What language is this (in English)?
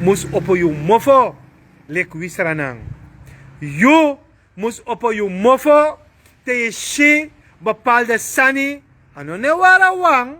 Sranan Tongo